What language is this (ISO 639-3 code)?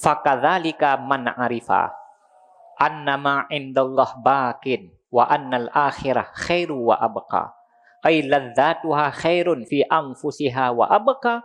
ace